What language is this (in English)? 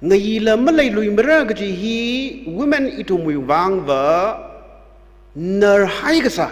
Tangkhul Naga (India)